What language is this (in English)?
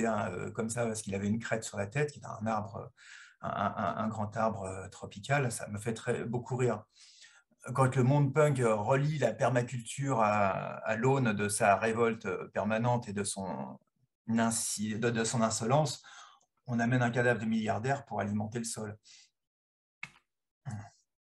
French